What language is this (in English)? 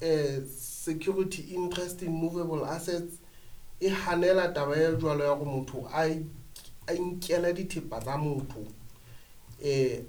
Southern Sotho